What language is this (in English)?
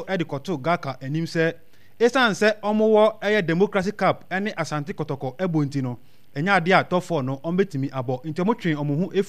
Akan